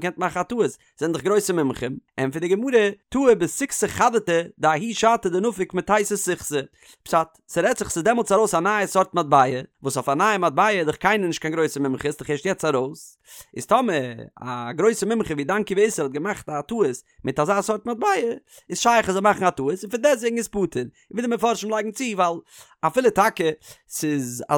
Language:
Yiddish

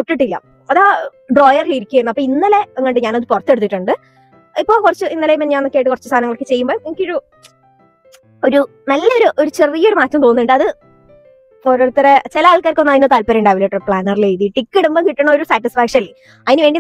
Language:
Malayalam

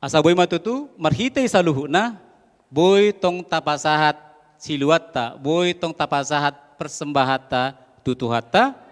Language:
Batak Toba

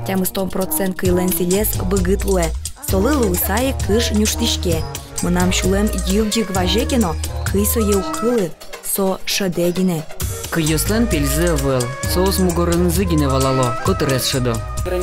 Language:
Udmurt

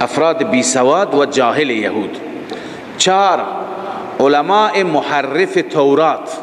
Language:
Persian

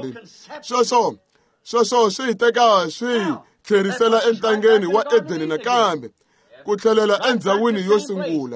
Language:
Tsonga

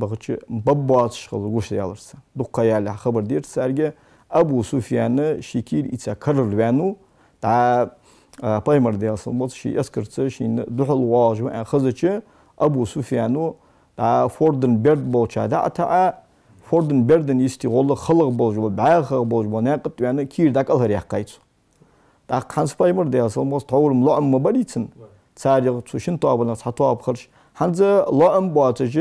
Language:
Ingush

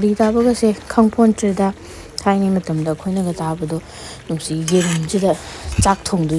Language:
Manipuri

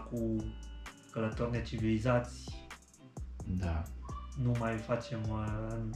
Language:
Romanian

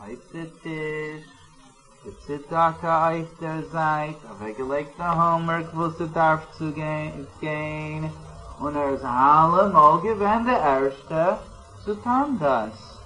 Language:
Yiddish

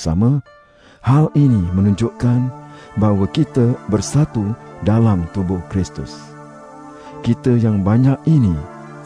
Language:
Malay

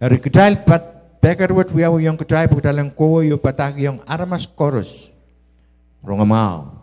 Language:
Pohnpeian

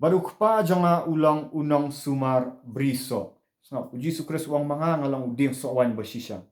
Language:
Khasi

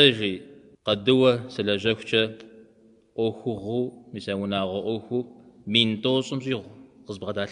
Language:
Kabardian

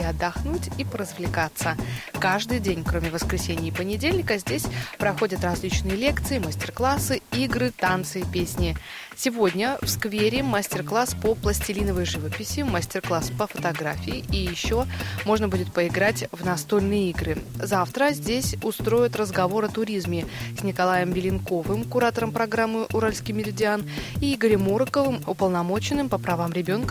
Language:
Russian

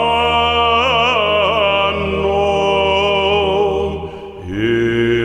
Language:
Greek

